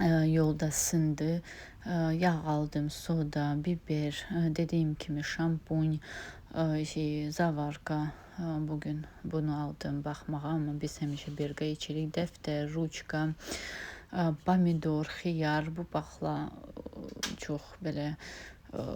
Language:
Azerbaijani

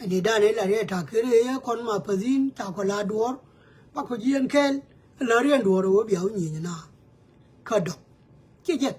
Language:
Nuer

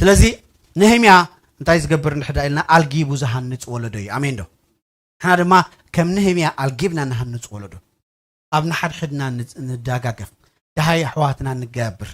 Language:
Tigrinya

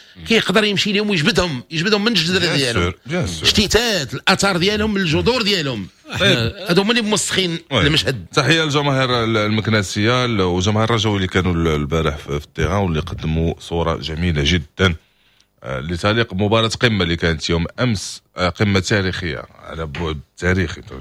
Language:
Moroccan Arabic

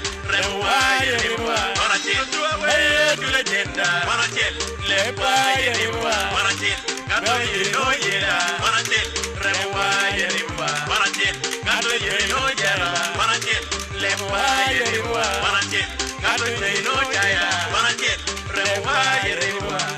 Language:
Acoli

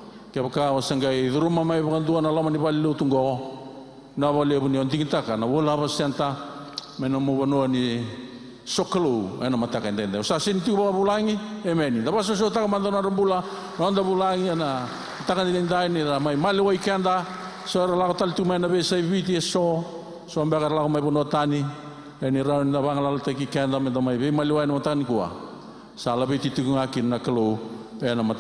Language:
Fijian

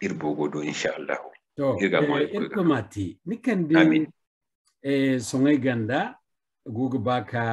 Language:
Zarma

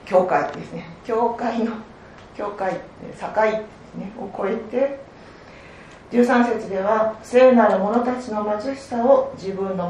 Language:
Japanese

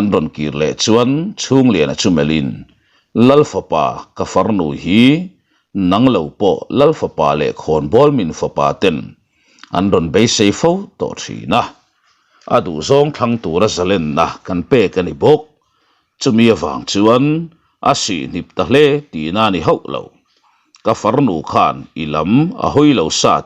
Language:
Mizo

